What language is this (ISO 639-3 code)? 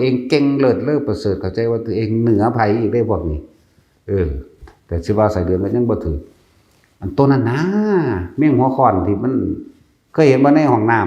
lao